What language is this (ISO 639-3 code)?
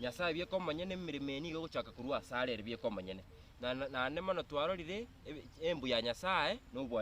guz